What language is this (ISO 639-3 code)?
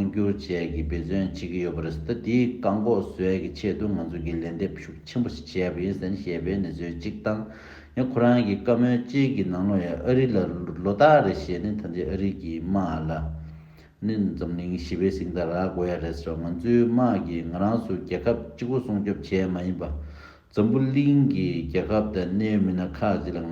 bod